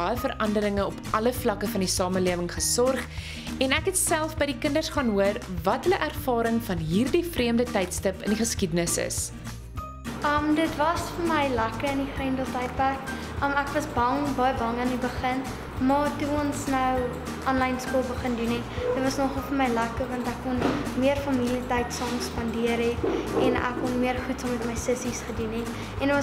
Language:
Afrikaans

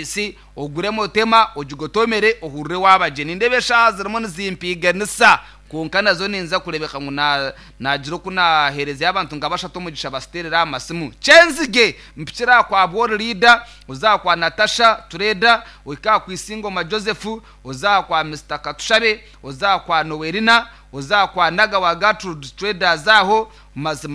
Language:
Nyankole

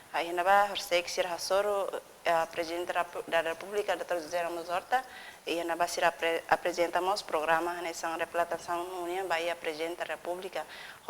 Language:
Tetum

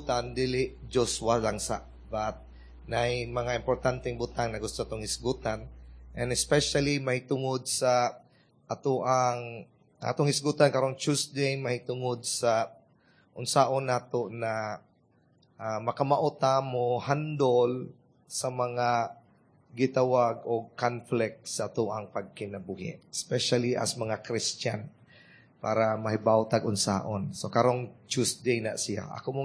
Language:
Cebuano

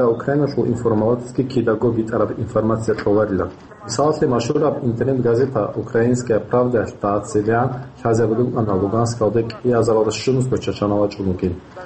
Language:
Avaric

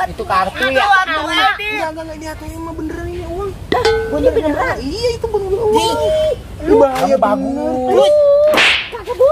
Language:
Betawi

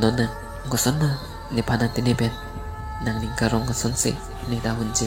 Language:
Karbi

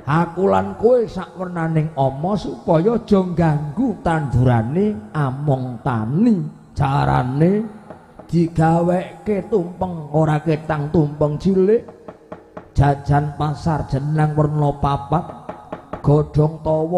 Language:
Javanese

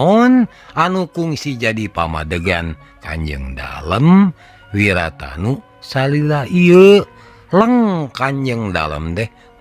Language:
Sundanese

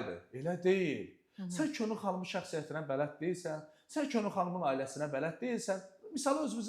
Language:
Azerbaijani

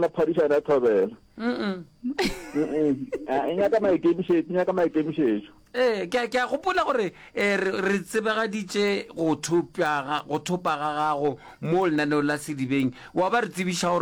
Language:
Northern Sotho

